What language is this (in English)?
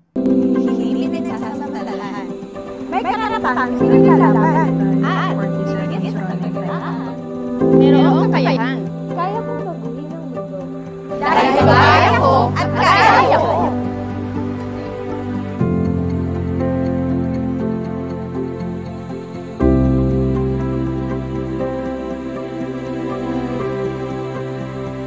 Filipino